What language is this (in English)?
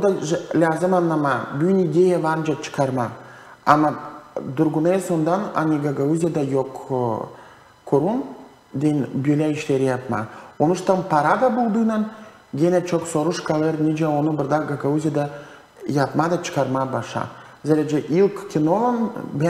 Gagauz